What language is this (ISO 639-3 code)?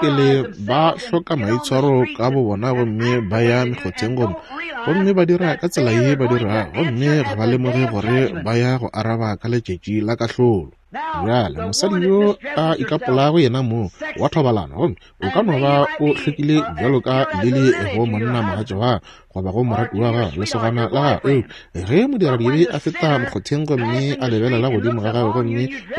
nso